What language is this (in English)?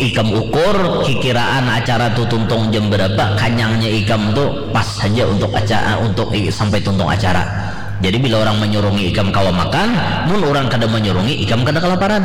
Banjar